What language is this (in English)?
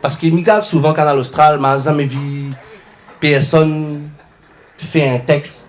Réunion Creole French